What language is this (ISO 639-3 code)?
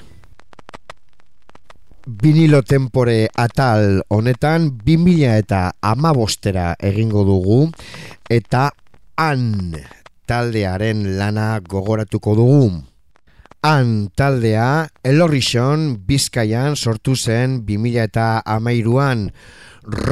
eus